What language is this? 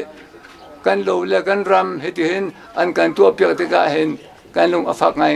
Hakha Chin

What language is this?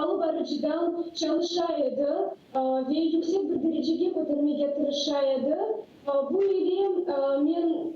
Crimean Tatar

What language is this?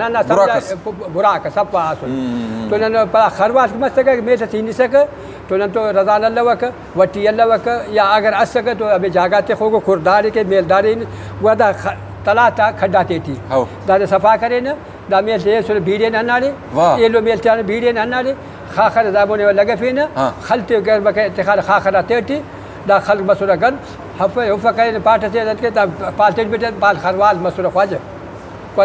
Brahui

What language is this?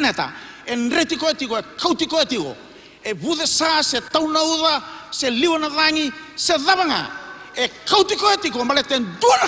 Fijian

